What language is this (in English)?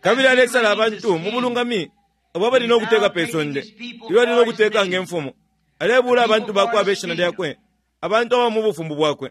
Bemba